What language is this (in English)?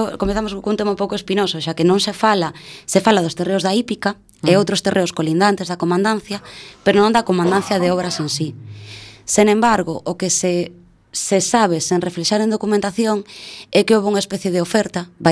Galician